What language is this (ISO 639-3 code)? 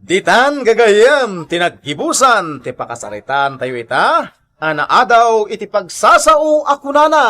ilo